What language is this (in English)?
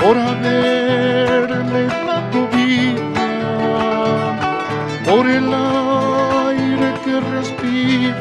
Aymara